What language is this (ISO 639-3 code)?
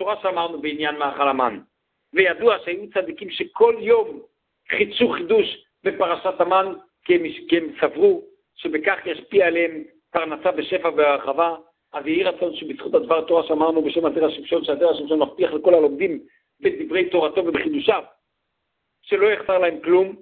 heb